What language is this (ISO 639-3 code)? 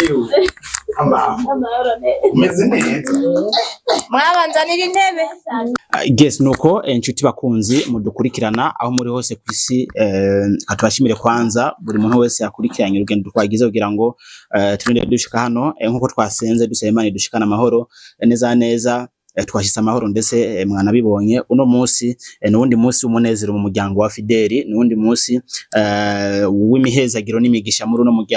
run